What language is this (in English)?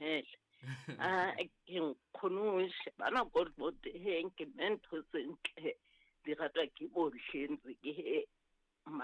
Southern Sotho